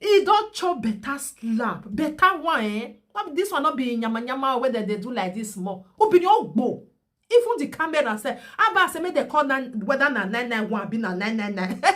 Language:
Nigerian Pidgin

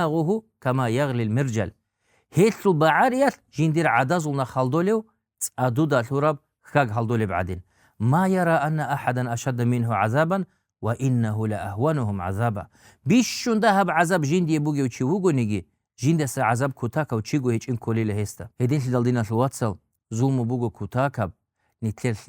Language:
Avaric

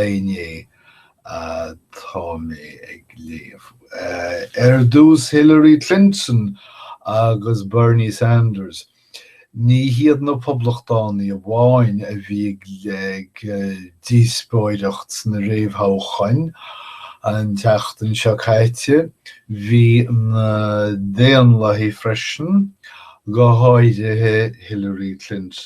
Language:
Irish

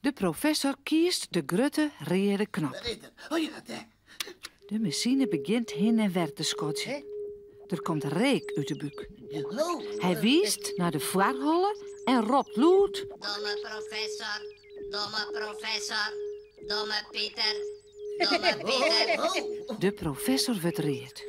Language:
Western Frisian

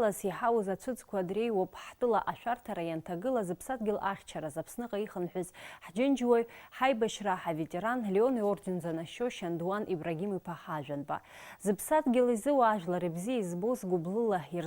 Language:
Abkhazian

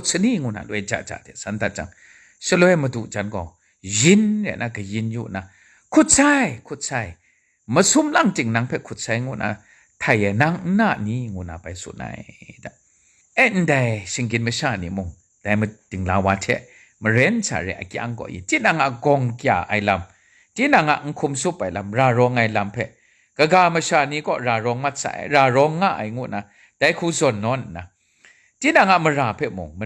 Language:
Kachin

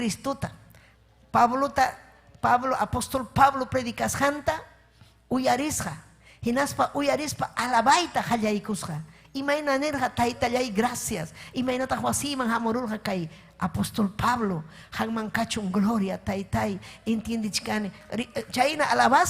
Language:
Ayacucho Quechua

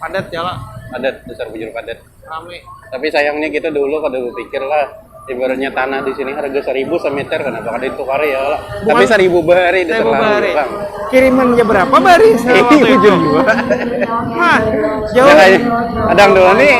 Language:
Banjar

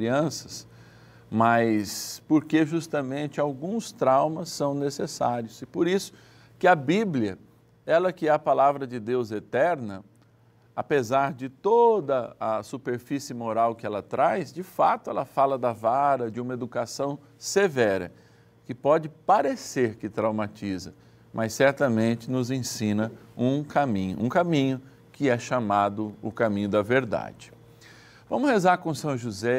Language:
Portuguese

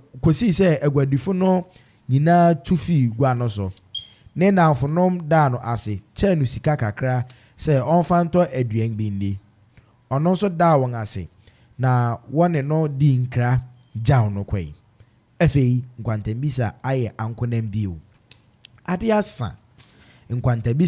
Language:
Akan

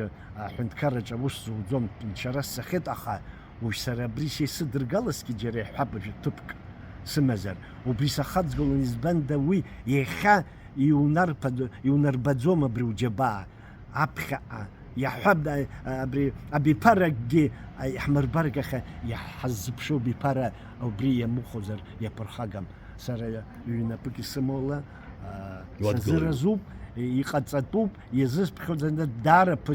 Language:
Abkhazian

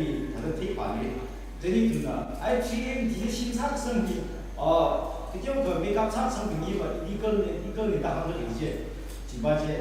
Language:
Tangkhul Naga (India)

